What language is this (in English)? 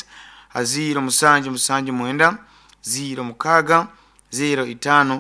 Nyoro